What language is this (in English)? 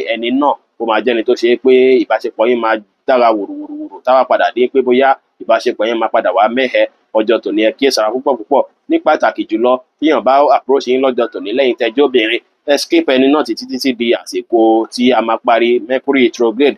Yoruba